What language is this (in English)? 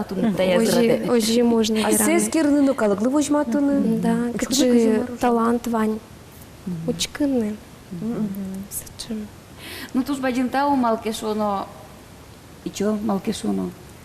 Udmurt